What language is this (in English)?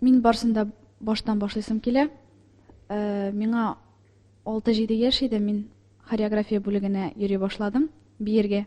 Tatar